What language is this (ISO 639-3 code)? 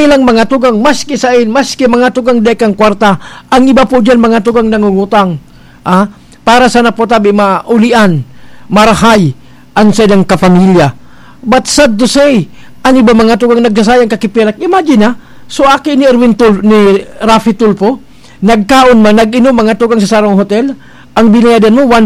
bik